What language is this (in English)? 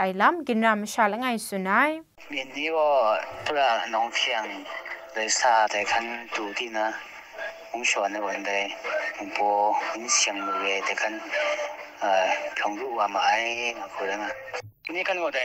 Kachin